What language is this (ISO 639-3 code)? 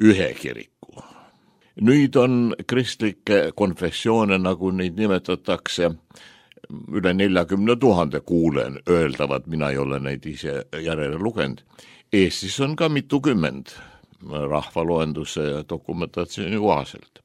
est